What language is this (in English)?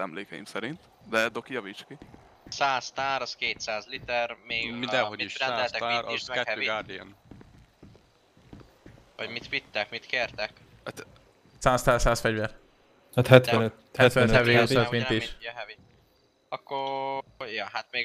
Hungarian